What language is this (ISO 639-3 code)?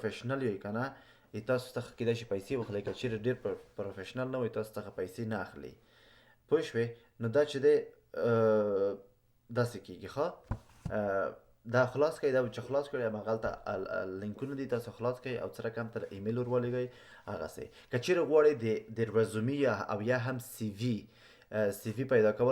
pus